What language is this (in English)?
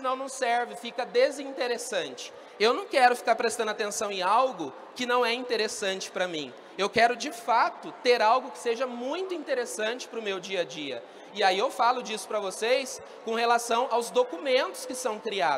Portuguese